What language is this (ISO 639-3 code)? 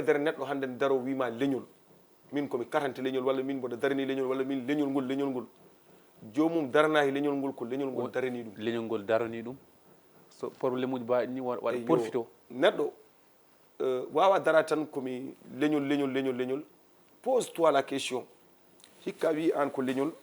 ful